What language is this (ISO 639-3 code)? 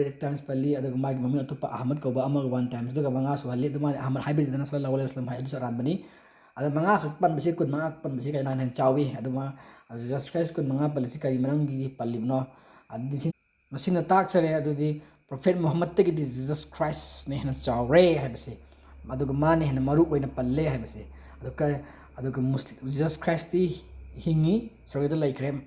mni